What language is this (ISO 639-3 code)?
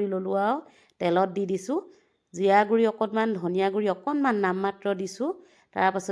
asm